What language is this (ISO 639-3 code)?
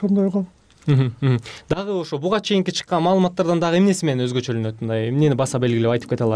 kir